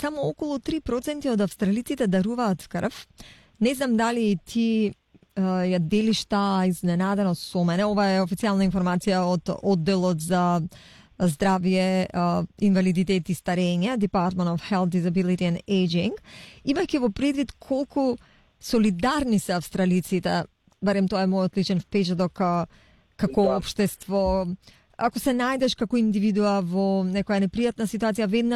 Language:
Macedonian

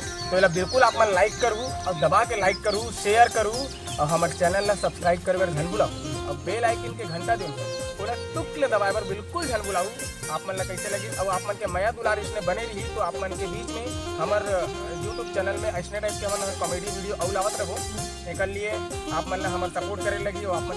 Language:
Chhattisgarhi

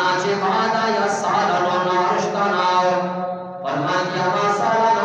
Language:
Eastern Balochi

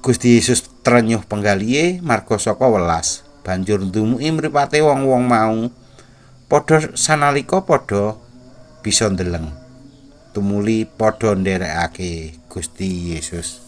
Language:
Javanese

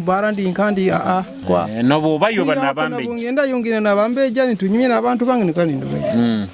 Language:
Nyoro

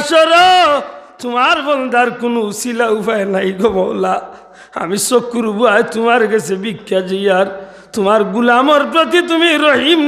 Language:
Sylheti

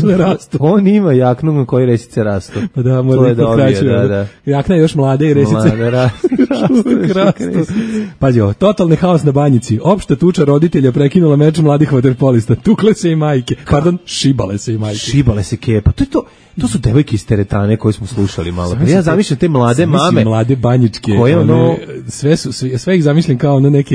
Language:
Serbian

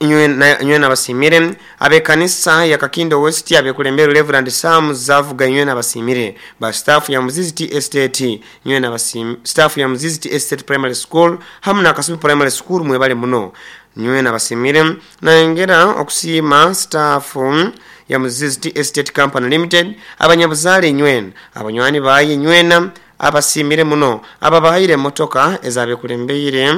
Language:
Nyoro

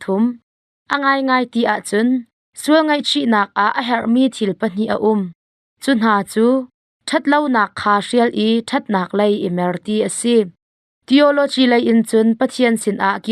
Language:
Hakha Chin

